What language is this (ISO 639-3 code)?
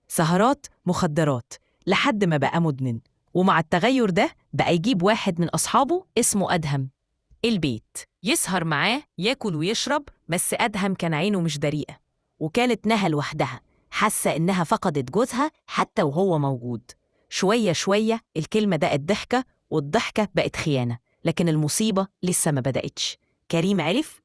arz